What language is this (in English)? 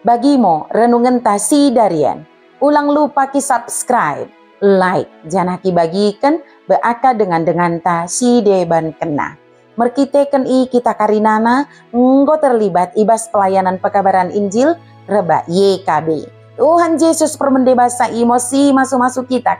Batak Dairi